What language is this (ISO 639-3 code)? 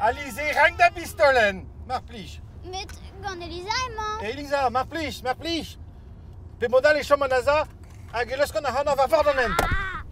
bre